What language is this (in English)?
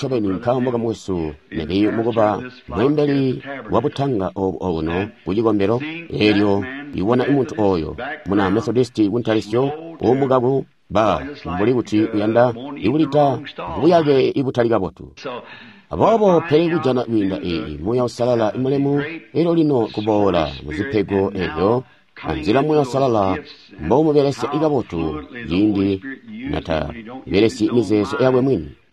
Tonga (Zambia)